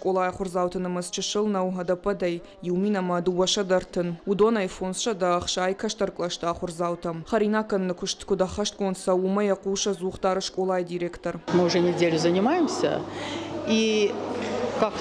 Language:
Ossetic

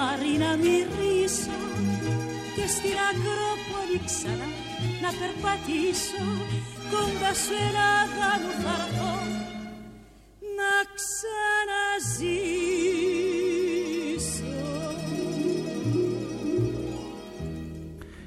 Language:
Greek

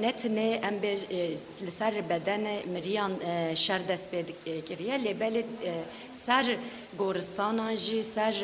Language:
Kurdish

